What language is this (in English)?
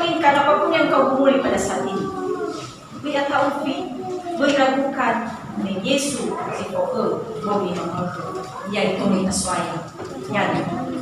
Nias